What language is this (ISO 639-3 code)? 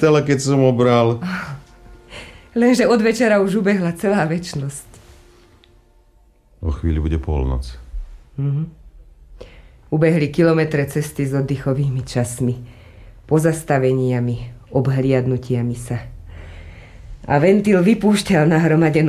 slk